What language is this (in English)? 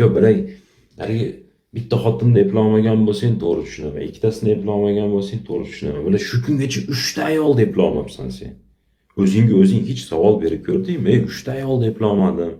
Uzbek